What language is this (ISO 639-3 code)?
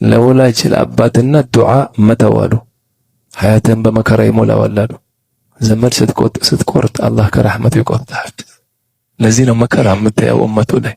amh